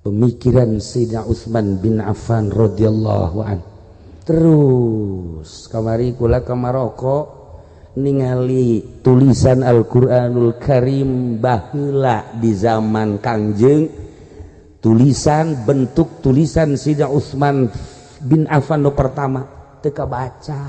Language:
Sundanese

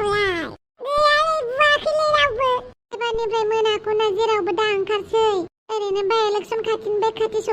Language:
Bodo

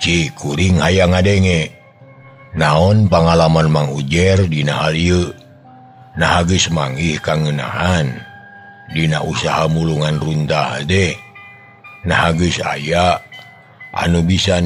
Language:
Sundanese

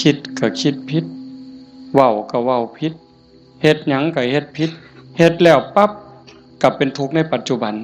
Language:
Northeastern Thai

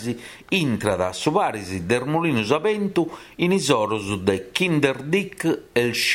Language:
Sardinian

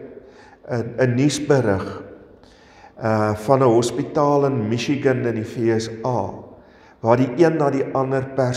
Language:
Afrikaans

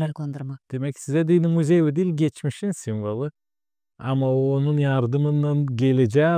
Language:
Gagauz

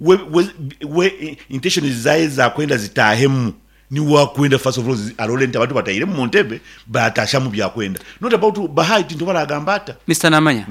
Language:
Nyankole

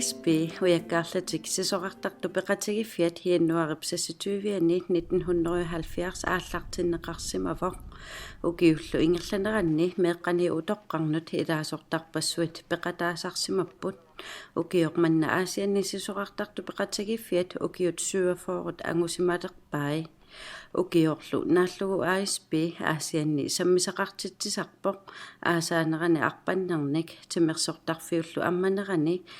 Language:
Kalaallisut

